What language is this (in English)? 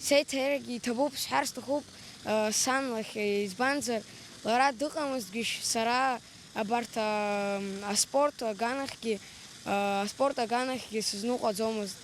Abkhazian